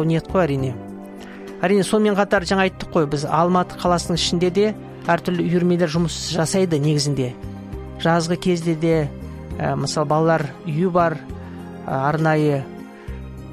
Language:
Kazakh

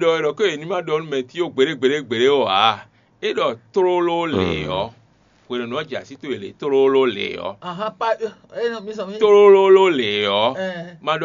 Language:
Fon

